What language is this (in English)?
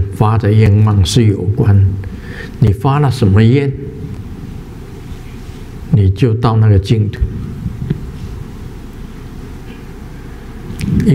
Chinese